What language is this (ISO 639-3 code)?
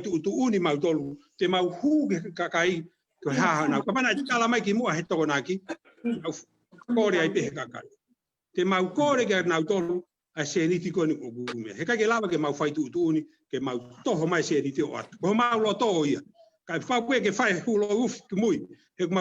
ton